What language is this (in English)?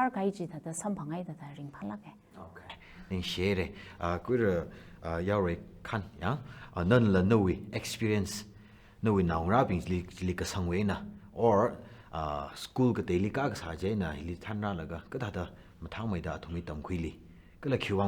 Tangkhul Naga (India)